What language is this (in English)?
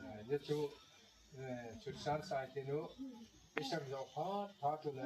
Gangte